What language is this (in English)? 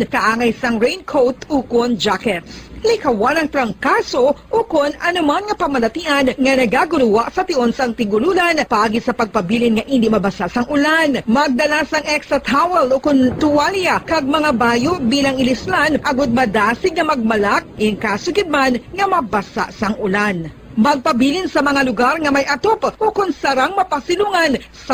Hiligaynon